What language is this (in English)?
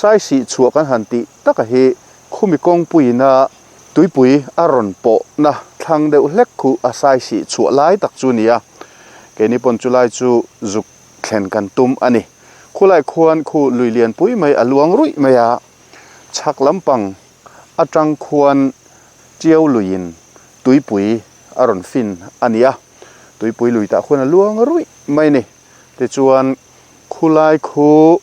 Mizo